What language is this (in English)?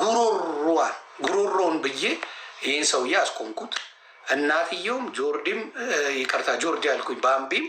Amharic